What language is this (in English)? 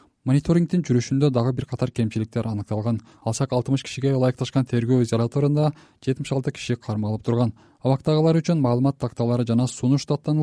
Kyrgyz